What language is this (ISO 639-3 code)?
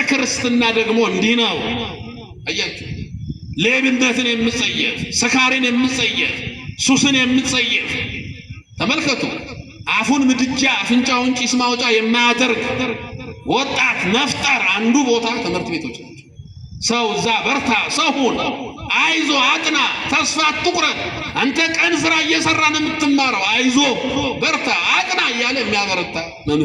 amh